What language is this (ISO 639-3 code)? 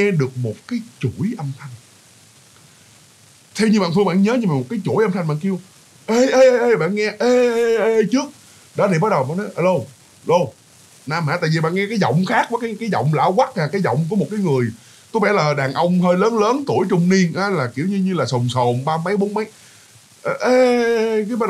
vie